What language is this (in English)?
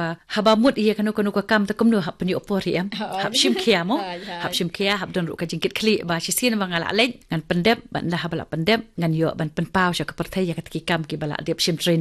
Khasi